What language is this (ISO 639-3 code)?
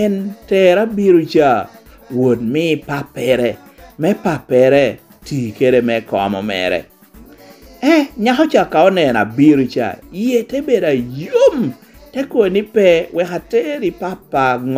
laj